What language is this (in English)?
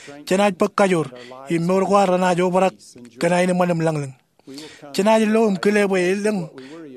Marshallese